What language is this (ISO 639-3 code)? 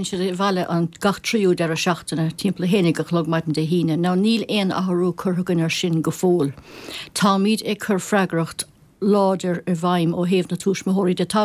gle